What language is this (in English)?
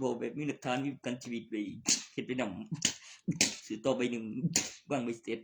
Northeastern Thai